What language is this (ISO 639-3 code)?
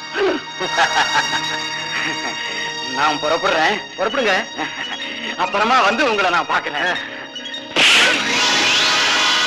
tam